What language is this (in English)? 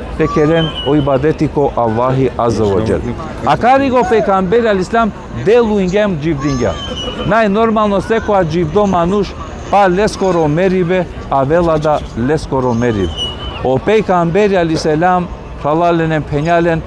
Balkan Romani